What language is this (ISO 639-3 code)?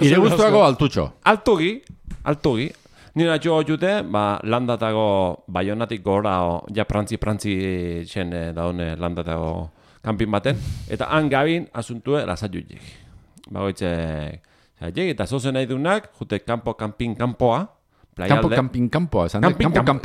eus